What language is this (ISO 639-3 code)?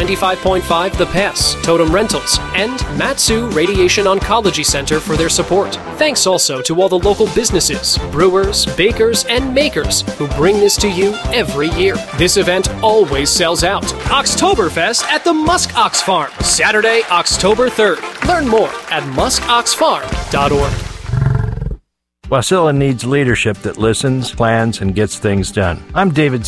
eng